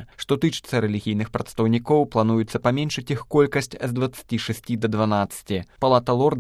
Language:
Belarusian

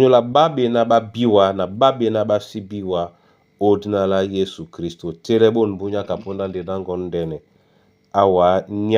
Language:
Duala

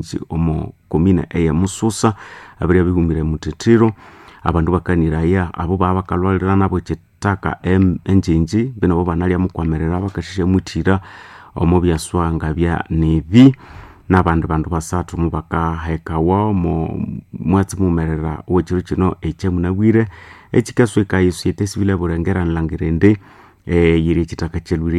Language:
Nande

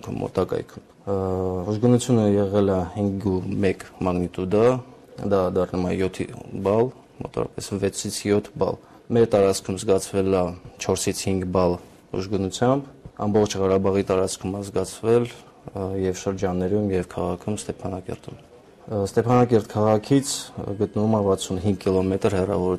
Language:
Armenian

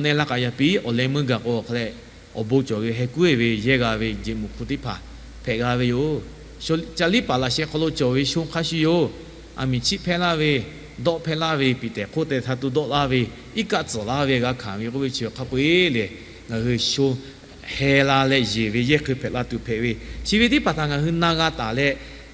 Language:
Lahu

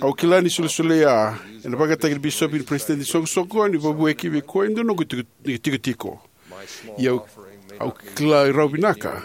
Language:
Fijian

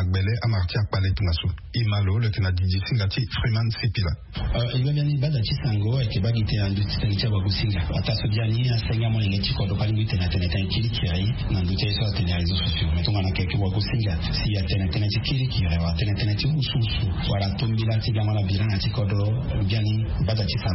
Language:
Sango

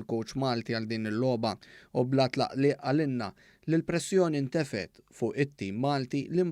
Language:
Maltese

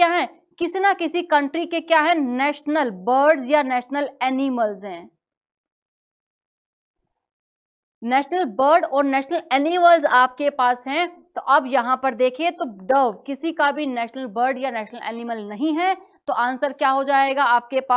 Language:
Hindi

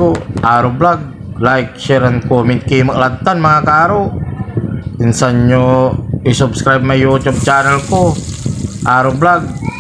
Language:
Pangasinan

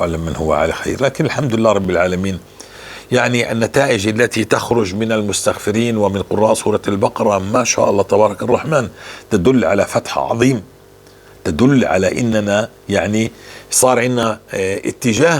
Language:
North Levantine Arabic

